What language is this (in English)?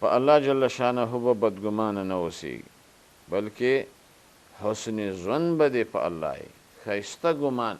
Pashto